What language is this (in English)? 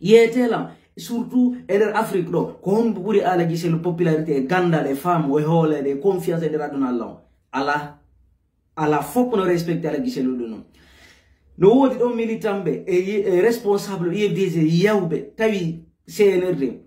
Fula